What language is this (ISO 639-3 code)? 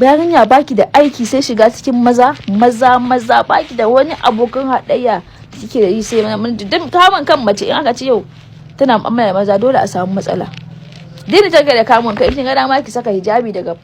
hau